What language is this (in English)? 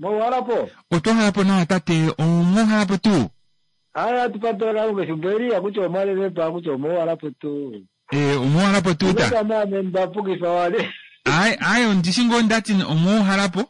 Kuanyama